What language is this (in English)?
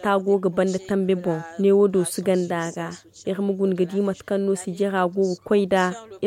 Zarma